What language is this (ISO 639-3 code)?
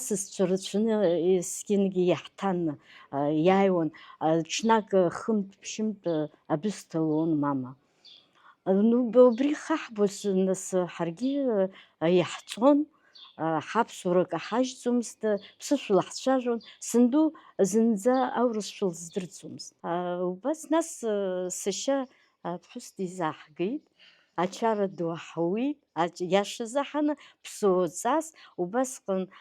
abk